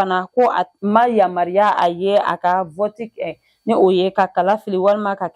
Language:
Bambara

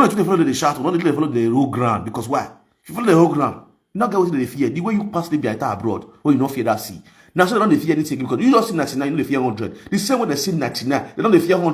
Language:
Nigerian Pidgin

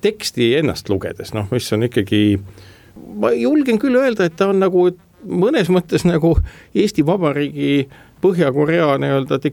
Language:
Estonian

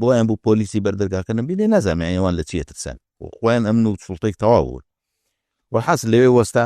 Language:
Central Kurdish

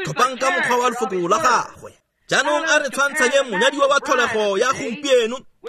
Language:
Tswana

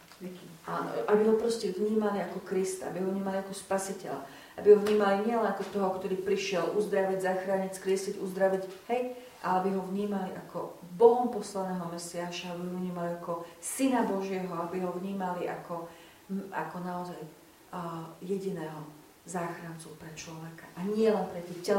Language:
Slovak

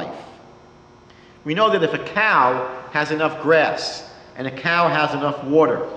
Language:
English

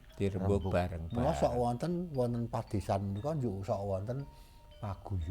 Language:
Javanese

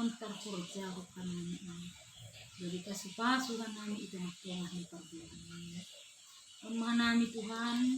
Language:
Batak Simalungun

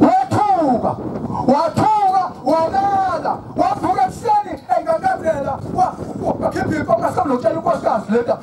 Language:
Zulu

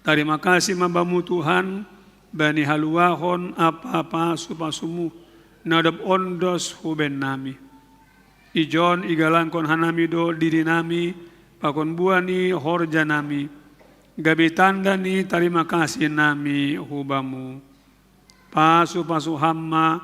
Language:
Batak Simalungun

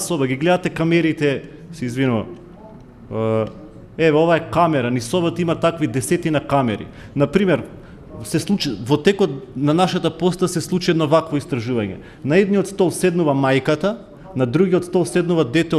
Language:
Macedonian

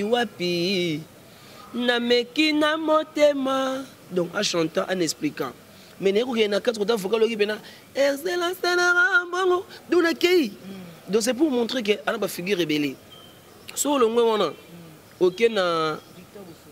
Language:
Lingala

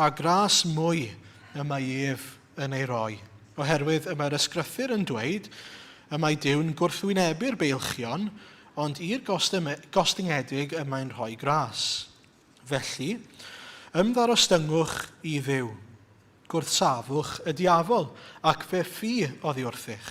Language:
Welsh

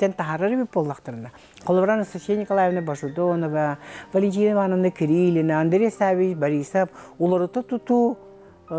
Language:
Yakut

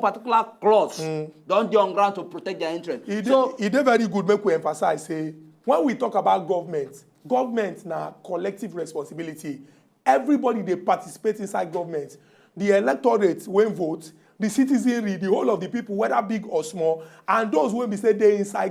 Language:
Nigerian Pidgin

